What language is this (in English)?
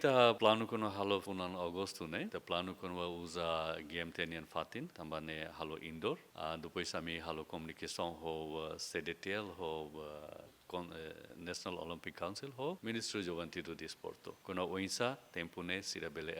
Tetum